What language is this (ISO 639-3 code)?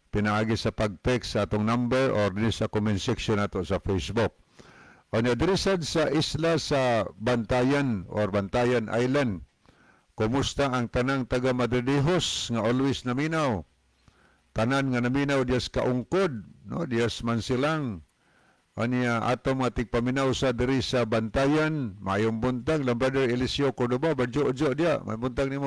ceb